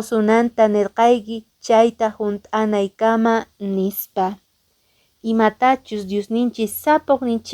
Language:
Quechua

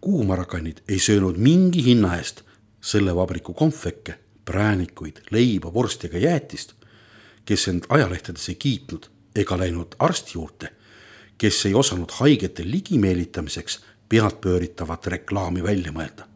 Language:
Estonian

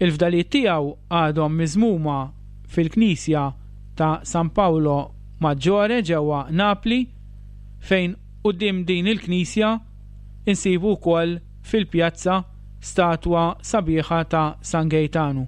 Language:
Maltese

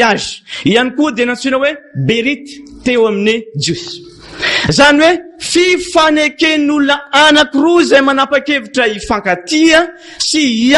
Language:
Malagasy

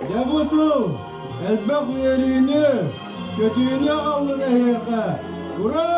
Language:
Yakut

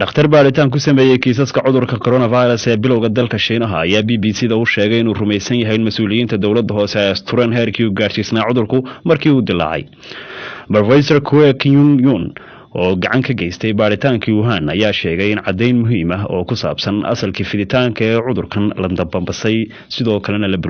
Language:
Somali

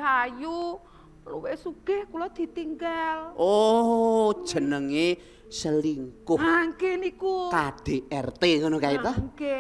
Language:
Javanese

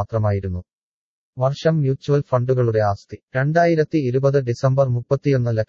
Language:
Malayalam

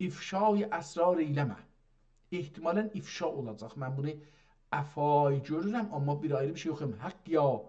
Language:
South Azerbaijani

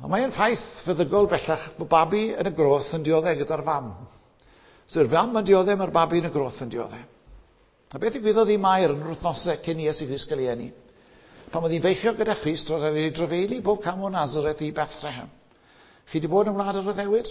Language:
Welsh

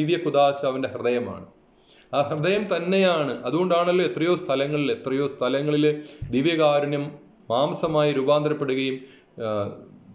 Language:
Malayalam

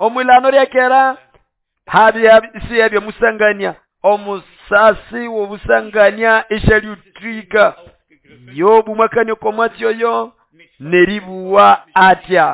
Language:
Nande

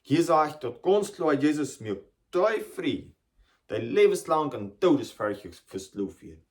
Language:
Plautdietsch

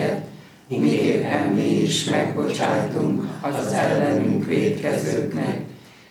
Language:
Hungarian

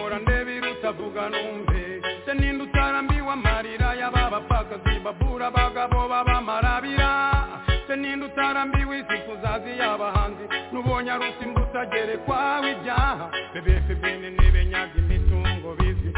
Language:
Kinyarwanda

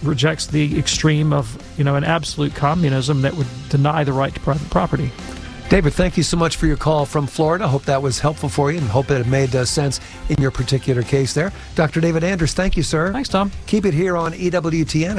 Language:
English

